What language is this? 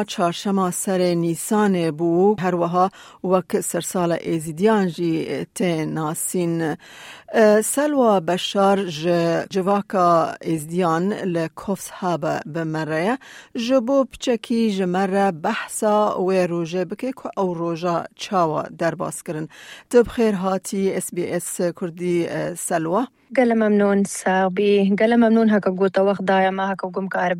Kurdish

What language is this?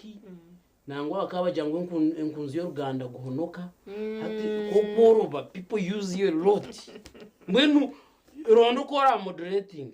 Nyankole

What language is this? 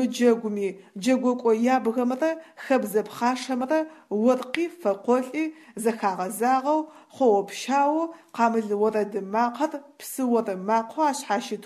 Adyghe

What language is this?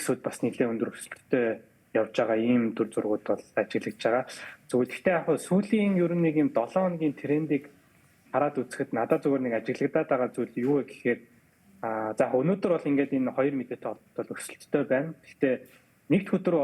Mongolian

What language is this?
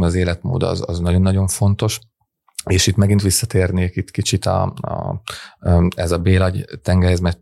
Hungarian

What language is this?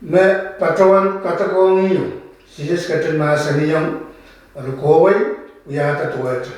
Pohnpeian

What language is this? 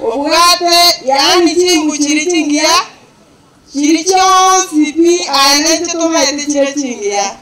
Gusii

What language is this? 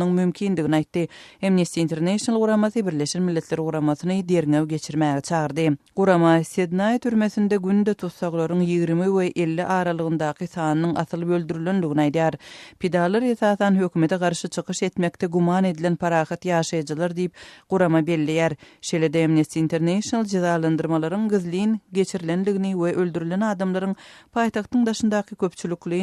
Turkmen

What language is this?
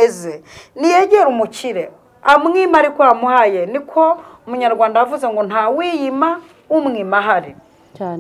Kinyarwanda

